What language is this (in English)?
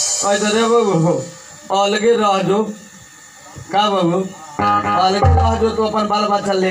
Bhojpuri